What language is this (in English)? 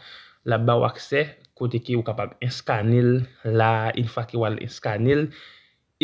Haitian Creole